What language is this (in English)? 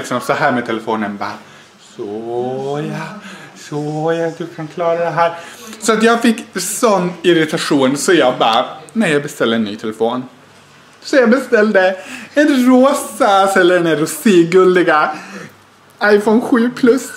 Swedish